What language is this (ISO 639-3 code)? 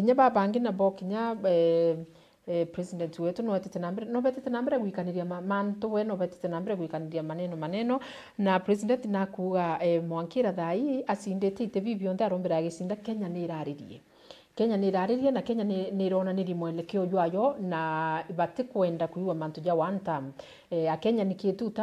mer